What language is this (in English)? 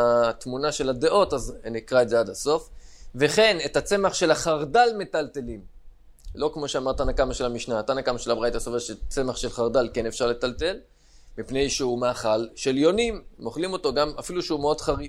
Hebrew